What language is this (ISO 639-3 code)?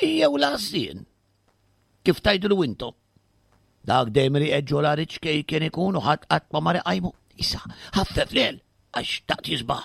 mlt